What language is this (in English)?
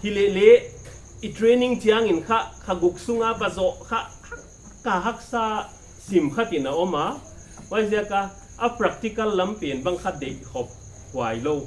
Paite Chin